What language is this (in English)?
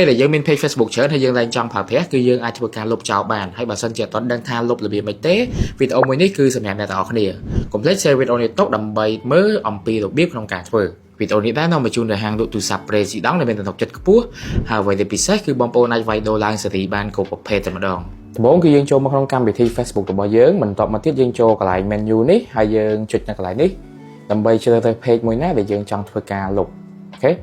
Khmer